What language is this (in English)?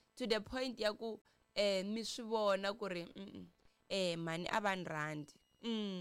Tsonga